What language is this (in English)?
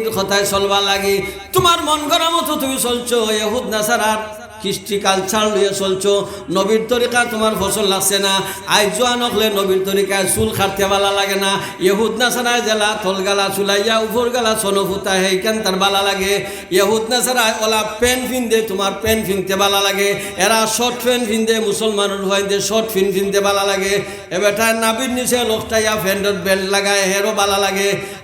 Sylheti